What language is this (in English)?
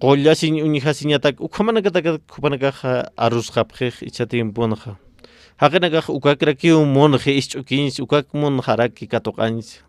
Aymara